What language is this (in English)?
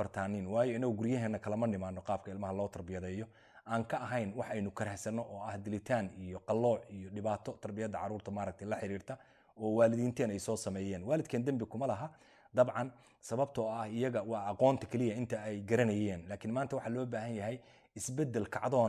Somali